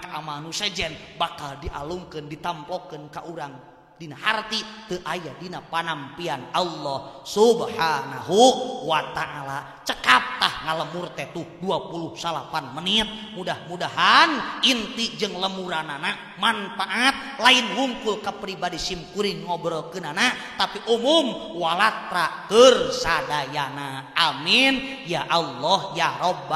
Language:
Sundanese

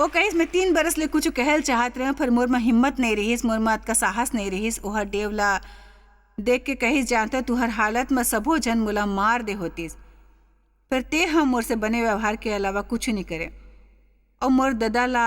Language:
Chhattisgarhi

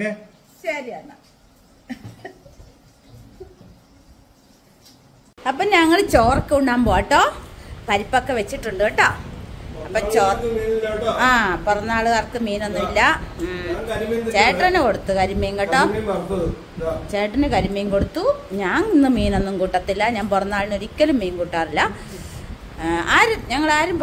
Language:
Malayalam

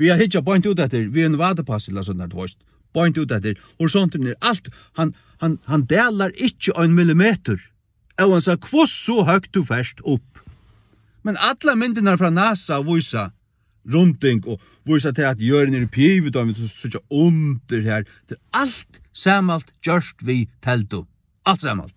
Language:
Faroese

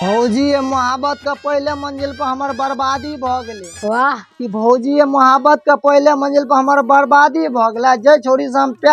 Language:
Maithili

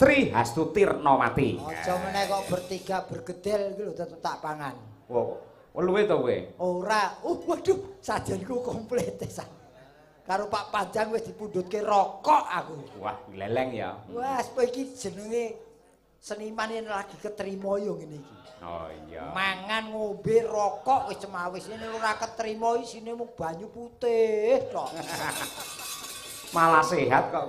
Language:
Javanese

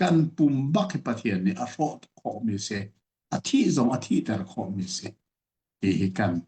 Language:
Hakha Chin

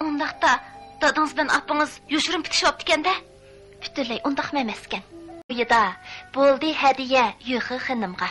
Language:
Uyghur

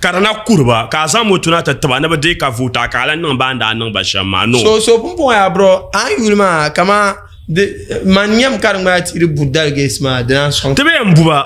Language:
Dagbani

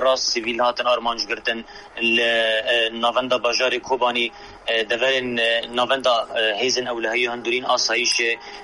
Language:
Kurdish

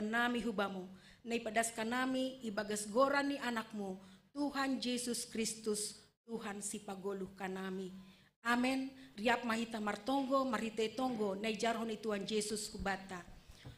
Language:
Batak Simalungun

